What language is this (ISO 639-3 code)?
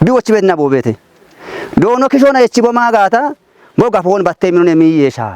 kbr